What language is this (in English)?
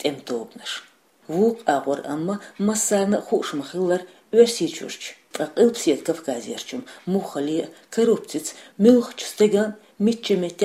Chechen